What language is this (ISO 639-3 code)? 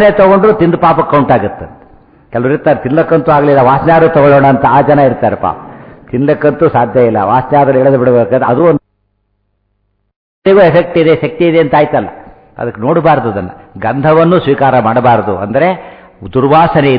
kan